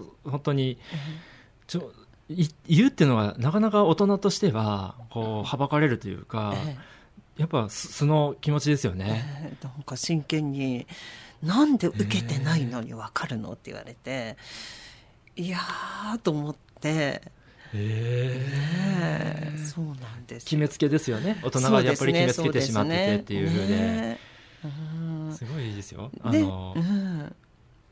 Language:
Japanese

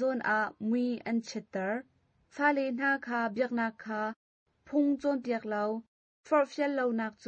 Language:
Hakha Chin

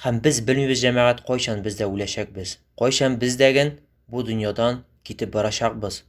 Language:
Tatar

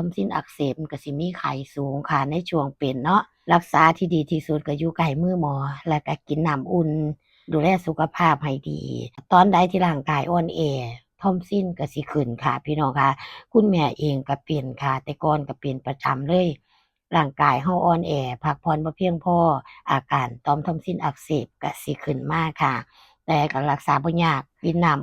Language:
Northeastern Thai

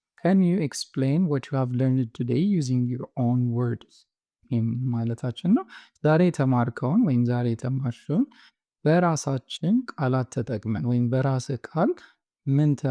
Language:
Amharic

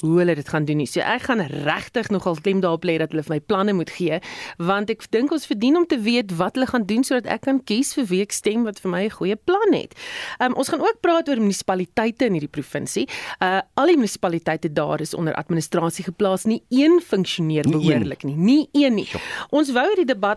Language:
Afrikaans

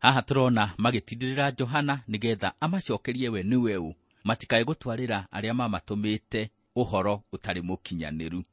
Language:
Kikuyu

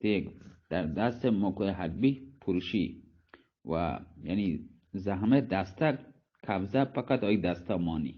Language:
Baluchi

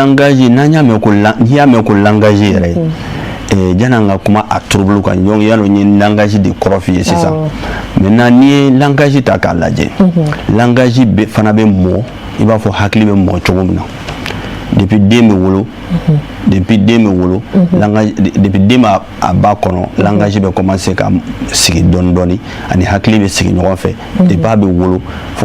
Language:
Bambara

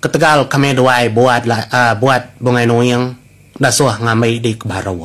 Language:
Iban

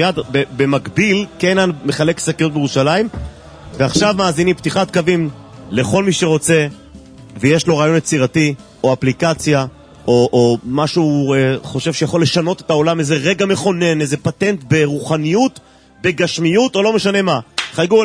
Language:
Hebrew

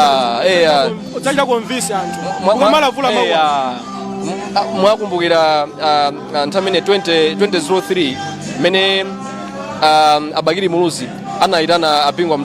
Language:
Nyanja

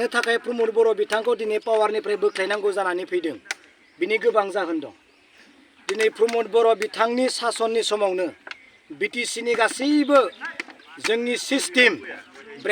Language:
Bodo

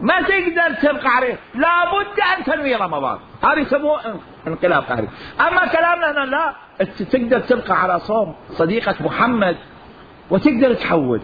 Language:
Mesopotamian Arabic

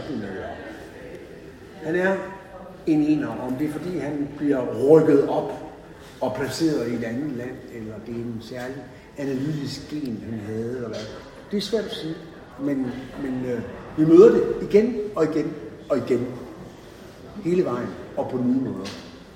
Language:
Danish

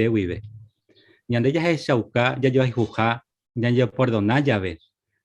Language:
Guarani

